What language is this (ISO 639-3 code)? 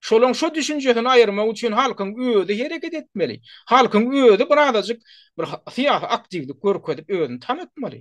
tuk